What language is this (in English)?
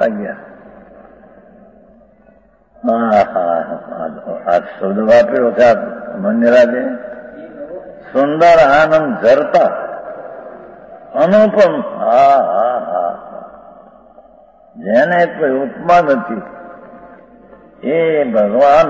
Gujarati